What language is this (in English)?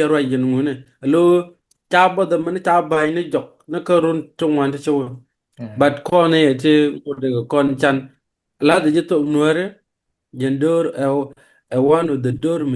Nuer